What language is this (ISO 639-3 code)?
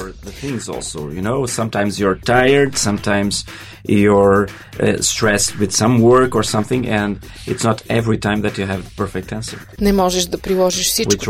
bul